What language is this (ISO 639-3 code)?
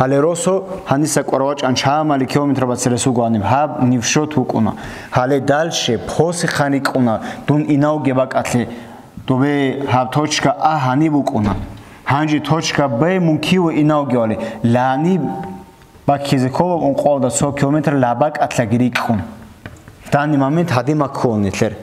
ava